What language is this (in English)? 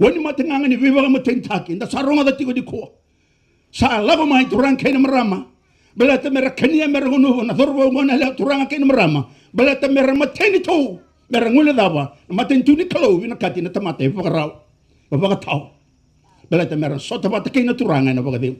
Fijian